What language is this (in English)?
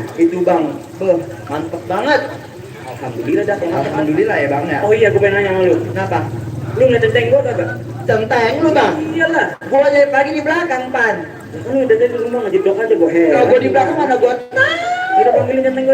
Betawi